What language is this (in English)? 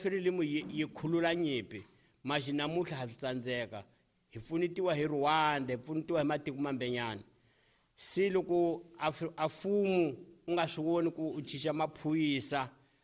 Tsonga